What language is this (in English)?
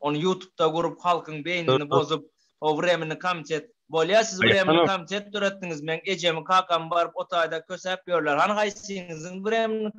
Turkmen